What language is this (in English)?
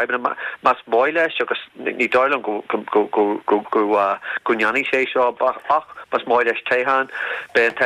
Irish